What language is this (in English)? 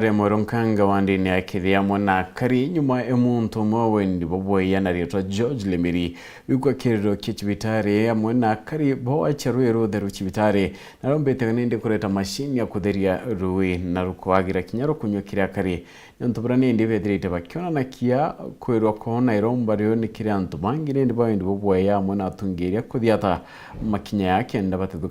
Meru